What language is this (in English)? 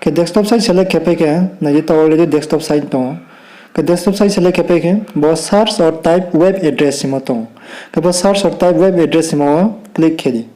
Riang (India)